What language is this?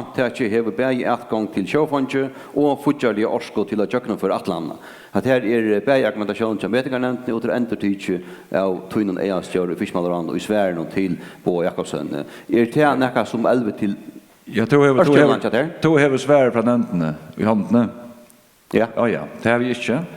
Faroese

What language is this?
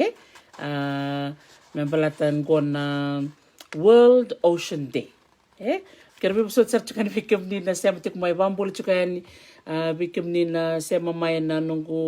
Fijian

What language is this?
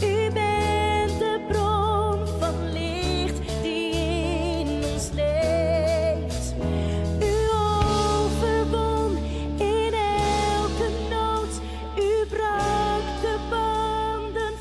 Western Frisian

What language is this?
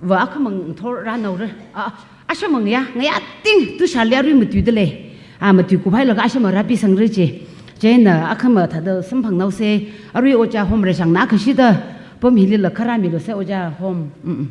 Tangkhul Naga (India)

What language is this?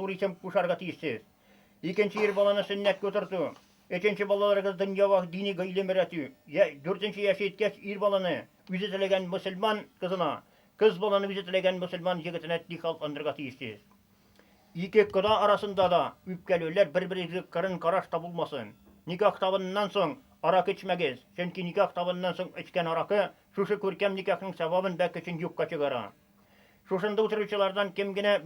Tatar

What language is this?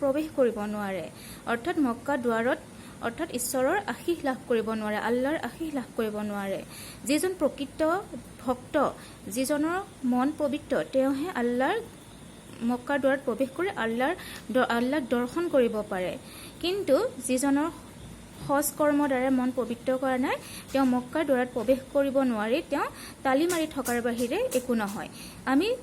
Assamese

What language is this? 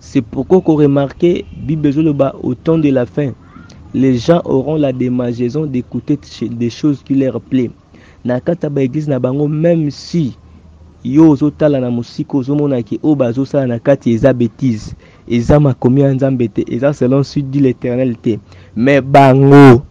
Lingala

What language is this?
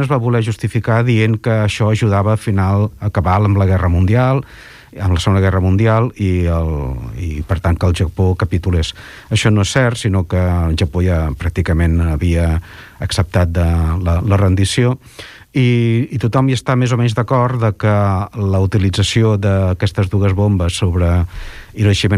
Catalan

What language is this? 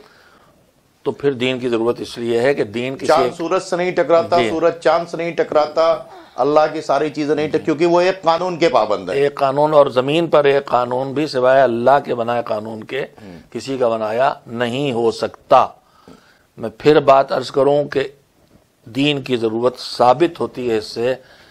Urdu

